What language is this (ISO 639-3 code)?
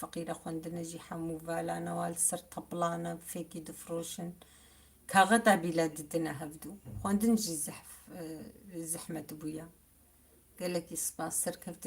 kur